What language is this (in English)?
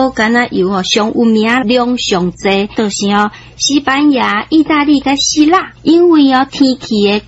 Min Nan Chinese